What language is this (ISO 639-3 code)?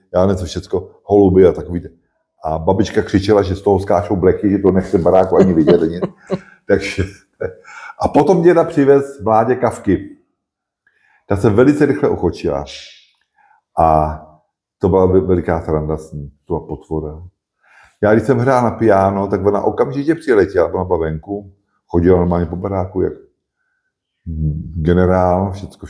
ces